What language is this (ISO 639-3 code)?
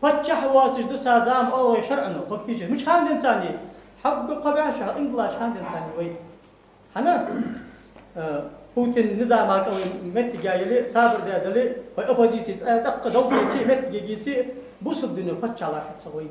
inh